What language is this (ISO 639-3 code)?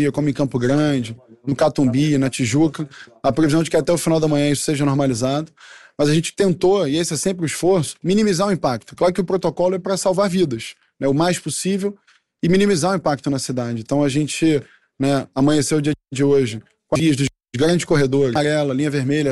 por